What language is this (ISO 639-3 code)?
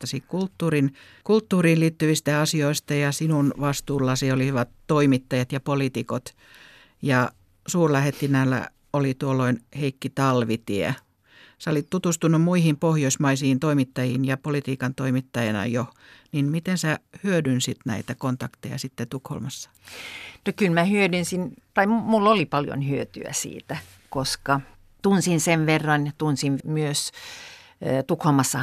fin